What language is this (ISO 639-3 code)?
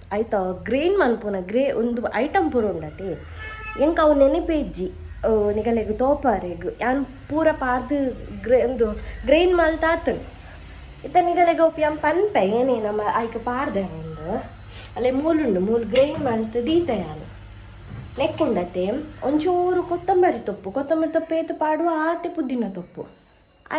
tcy